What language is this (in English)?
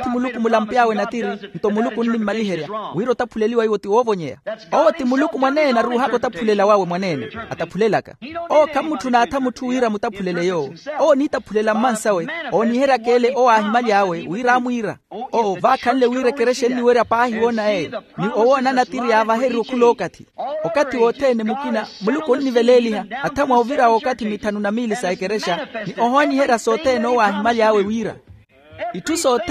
Makhuwa